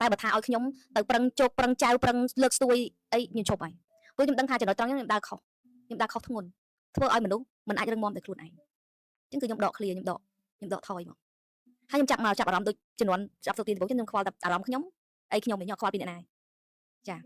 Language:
Khmer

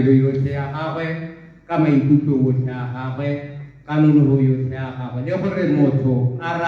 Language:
Tswana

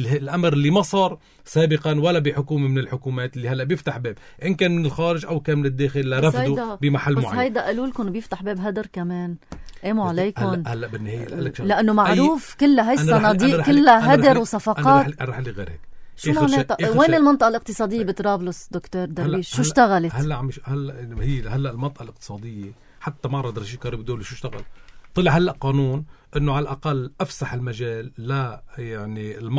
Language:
North Levantine Arabic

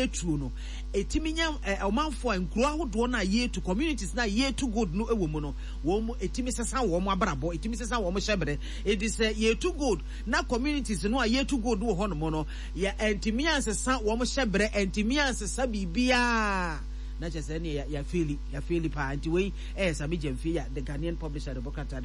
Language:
Akan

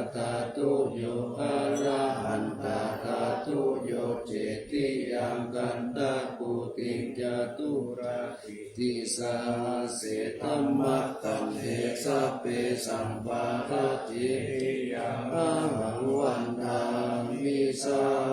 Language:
Pali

